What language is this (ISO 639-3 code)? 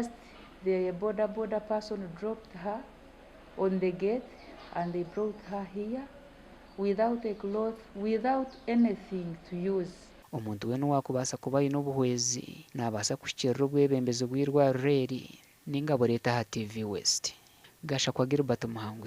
nyn